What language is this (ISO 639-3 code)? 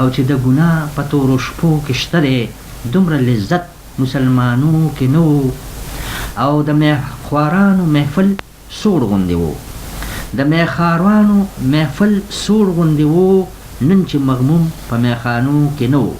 pus